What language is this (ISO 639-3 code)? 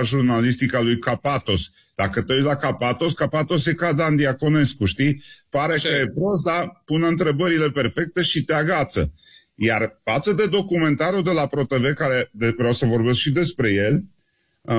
ron